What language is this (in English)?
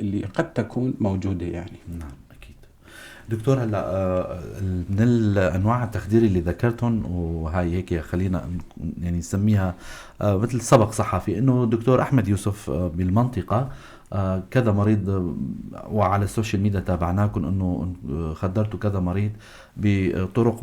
North Levantine Arabic